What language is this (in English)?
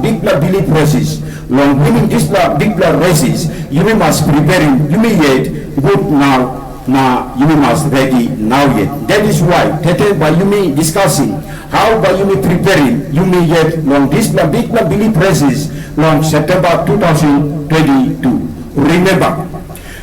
Tok Pisin